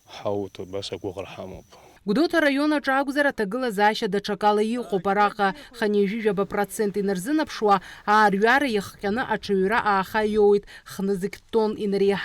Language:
Abkhazian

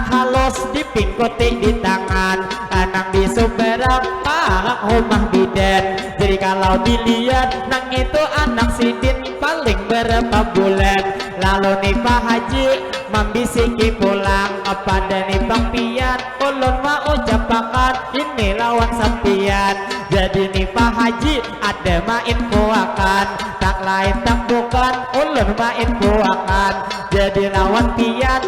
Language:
Banjar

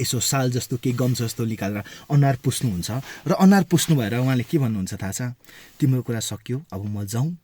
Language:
Nepali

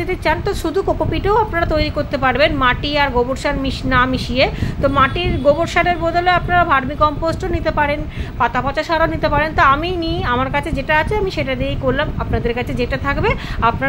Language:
Bangla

